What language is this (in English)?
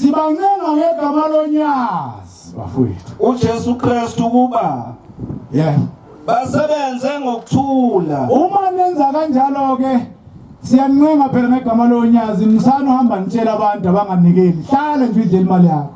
Zulu